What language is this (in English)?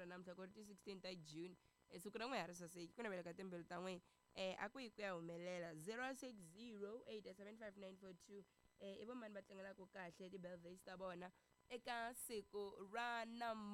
Tsonga